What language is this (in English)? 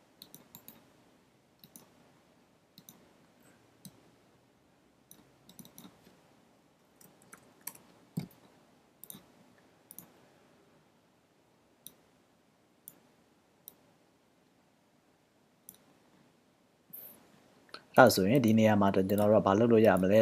Burmese